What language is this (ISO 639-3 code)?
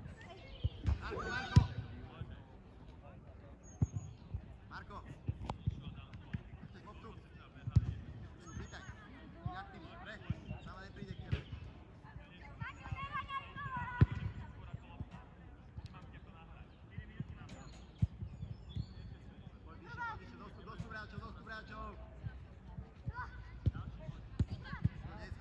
slk